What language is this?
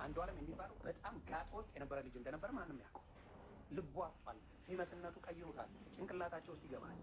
Amharic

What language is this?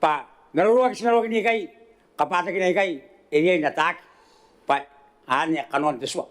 Gilbertese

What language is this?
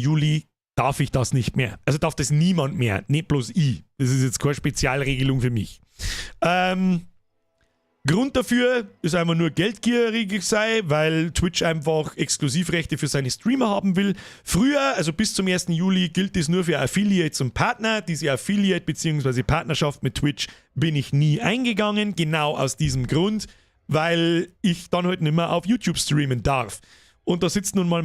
Bavarian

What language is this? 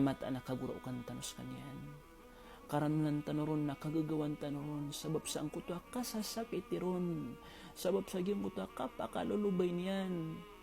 Maranao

